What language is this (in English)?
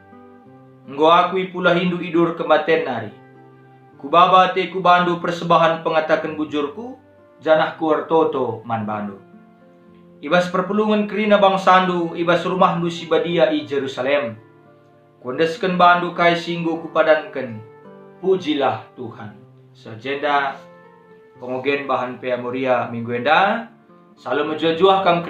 Batak Karo